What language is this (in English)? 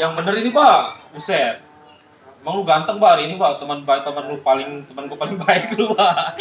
Betawi